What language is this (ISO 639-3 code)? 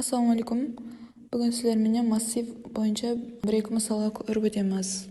kaa